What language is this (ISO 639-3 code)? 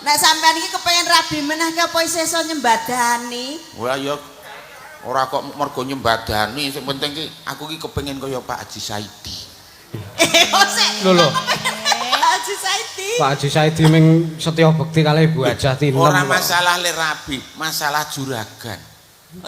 jav